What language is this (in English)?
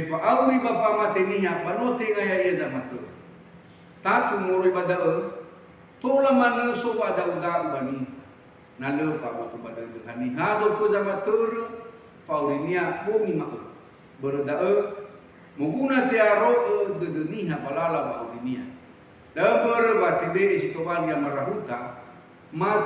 Nias